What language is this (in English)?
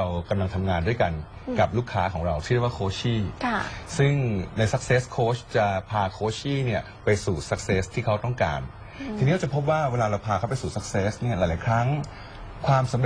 Thai